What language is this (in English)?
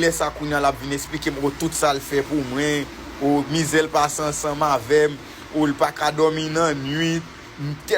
Haitian Creole